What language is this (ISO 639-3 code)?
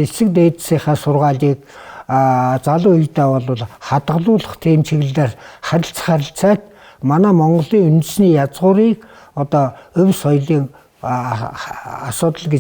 mon